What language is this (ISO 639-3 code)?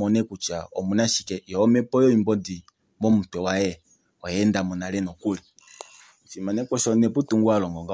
kua